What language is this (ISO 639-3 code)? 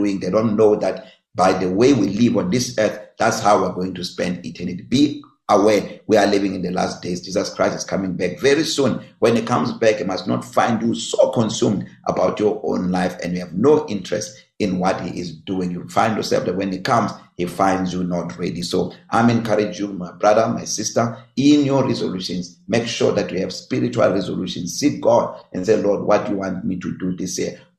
eng